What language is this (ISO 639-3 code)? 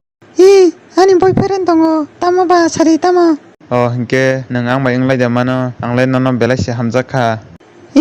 trp